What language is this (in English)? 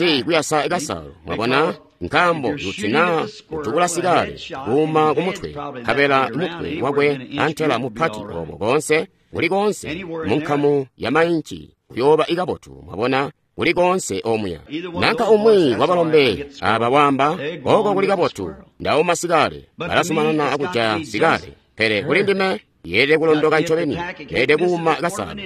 Tonga (Zambia)